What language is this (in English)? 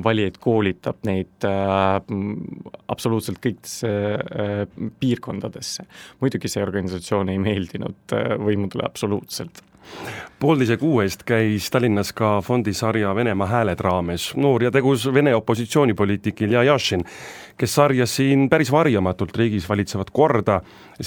Estonian